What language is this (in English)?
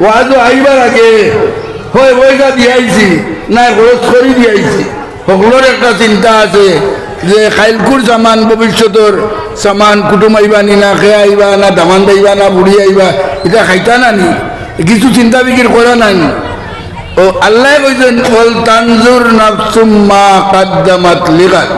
Sylheti